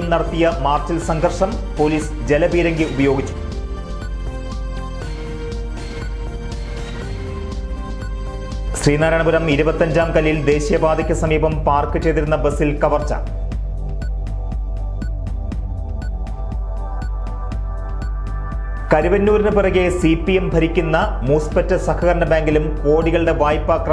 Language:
Malayalam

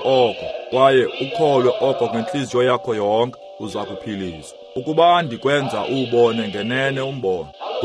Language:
Xhosa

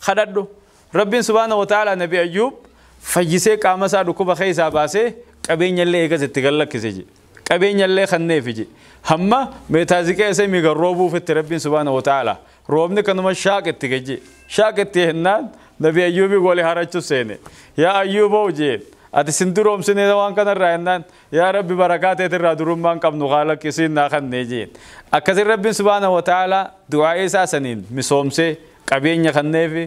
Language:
Oromo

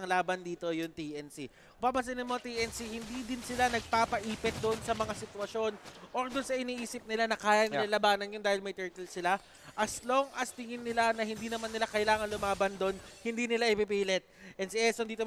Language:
Filipino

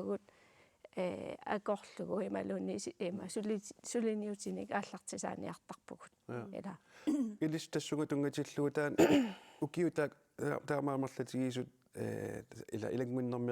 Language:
Kalaallisut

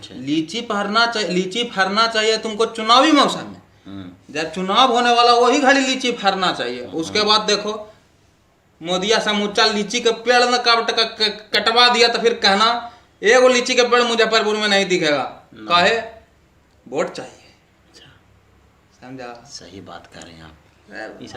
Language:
Magahi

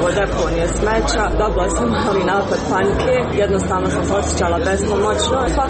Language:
Croatian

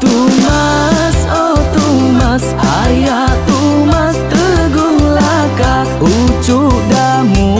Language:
Iban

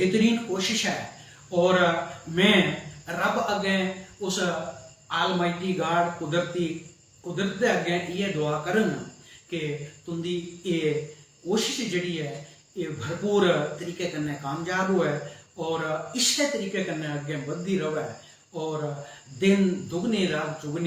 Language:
Dogri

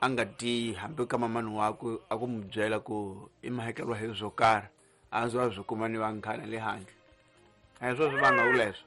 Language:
Tsonga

